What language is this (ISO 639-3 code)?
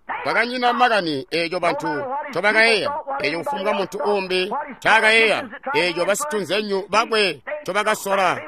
toi